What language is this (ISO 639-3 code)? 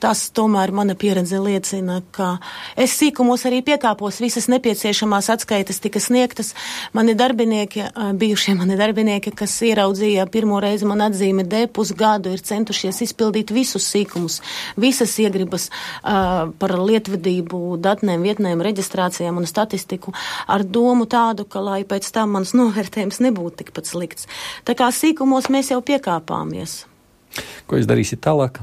lav